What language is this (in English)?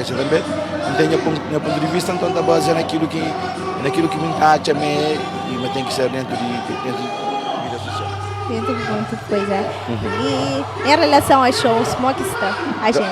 Kabuverdianu